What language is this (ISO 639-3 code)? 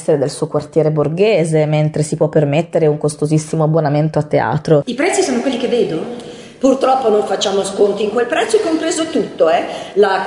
ita